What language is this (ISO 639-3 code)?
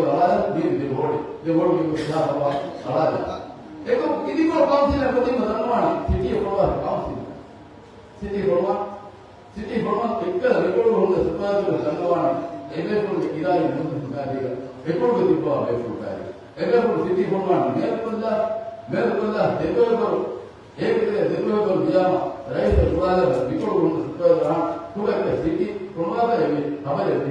div